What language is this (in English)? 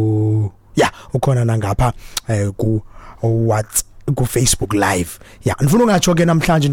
Xhosa